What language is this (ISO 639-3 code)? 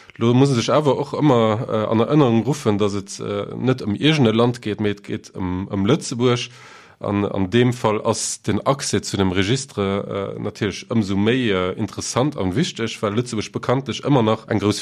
ltz